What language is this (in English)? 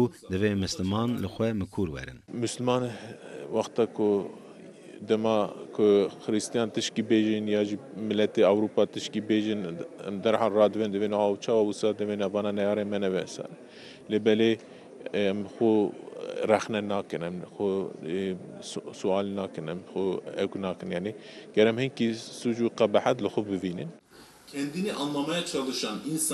Kurdish